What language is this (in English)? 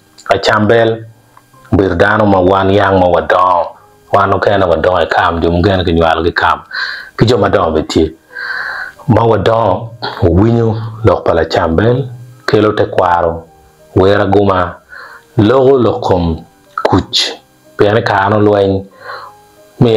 Acoli